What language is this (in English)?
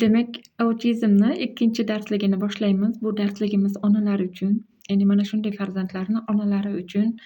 Uzbek